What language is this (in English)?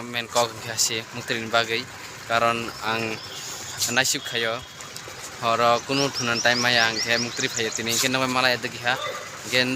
Kok Borok